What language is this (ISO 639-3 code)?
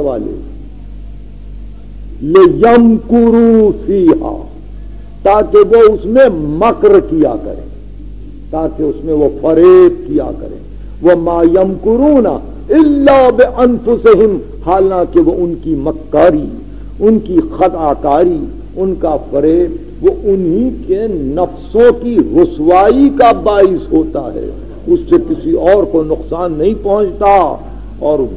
urd